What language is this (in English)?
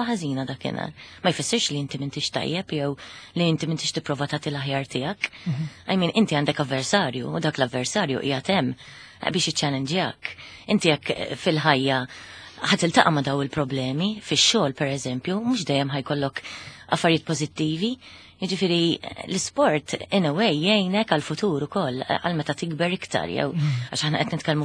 Maltese